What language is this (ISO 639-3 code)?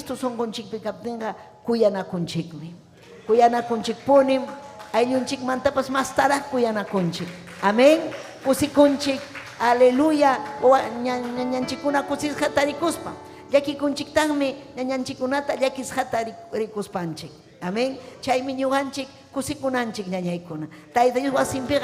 quy